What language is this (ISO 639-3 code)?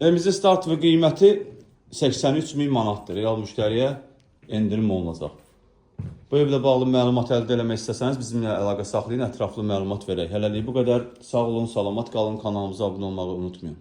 aze